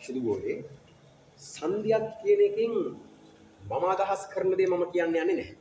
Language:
Sinhala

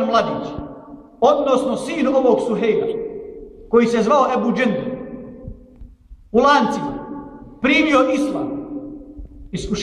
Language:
Bosnian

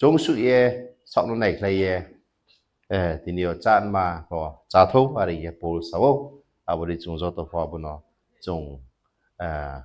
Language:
Riang (India)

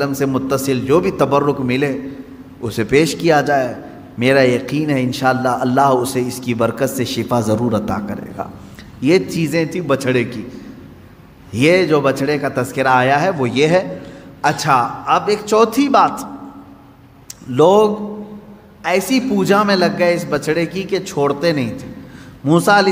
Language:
Urdu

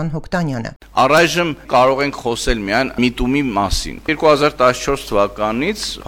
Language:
Armenian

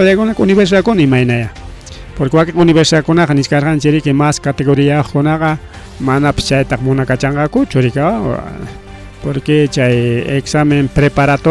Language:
Ayacucho Quechua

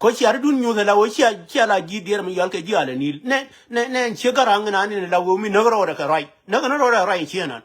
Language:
Nuer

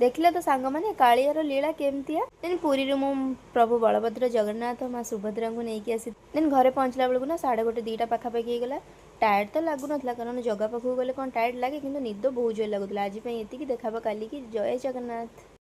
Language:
Odia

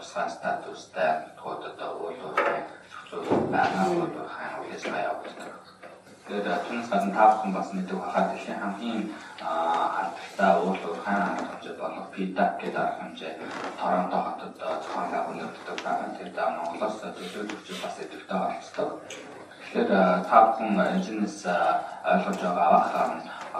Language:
Mongolian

